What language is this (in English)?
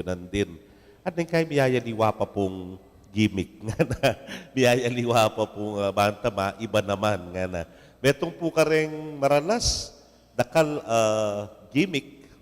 Pampanga